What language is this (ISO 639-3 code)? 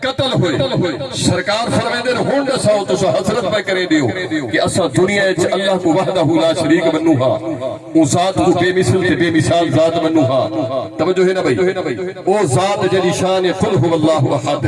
skr